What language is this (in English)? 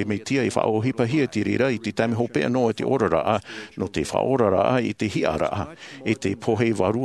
Tahitian